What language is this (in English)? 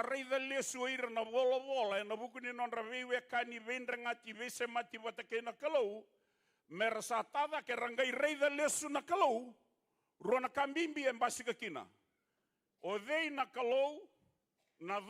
Fijian